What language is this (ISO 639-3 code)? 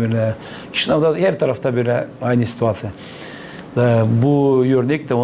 gag